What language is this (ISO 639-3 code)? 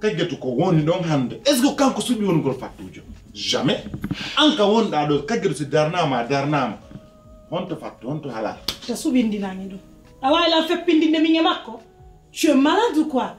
fuf